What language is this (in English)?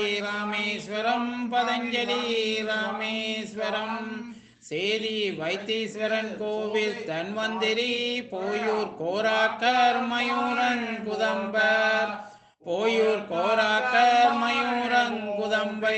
Tamil